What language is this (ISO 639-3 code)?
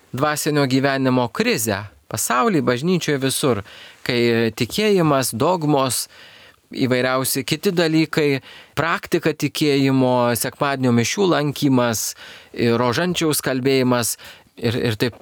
lit